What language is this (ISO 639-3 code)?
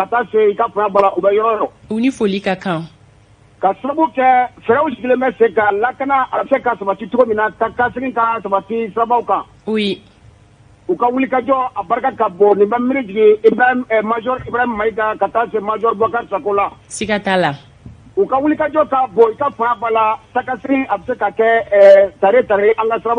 bam